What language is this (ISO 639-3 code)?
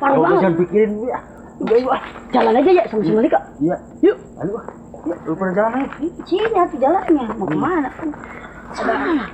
bew